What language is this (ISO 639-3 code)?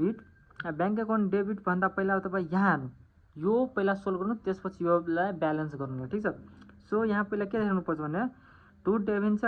nep